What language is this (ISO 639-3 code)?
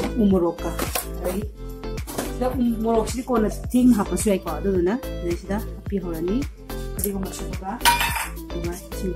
mni